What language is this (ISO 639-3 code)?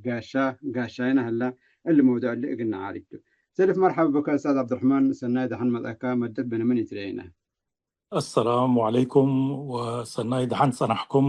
tig